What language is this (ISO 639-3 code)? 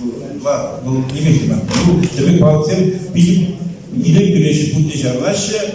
chv